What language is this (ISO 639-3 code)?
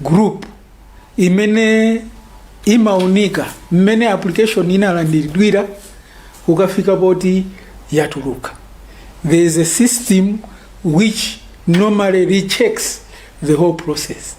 nya